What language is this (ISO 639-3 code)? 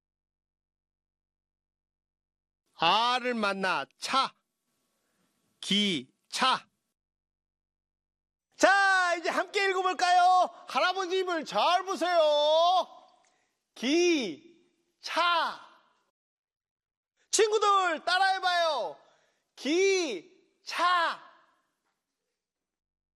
kor